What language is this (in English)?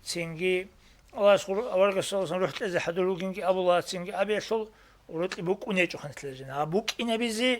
Avaric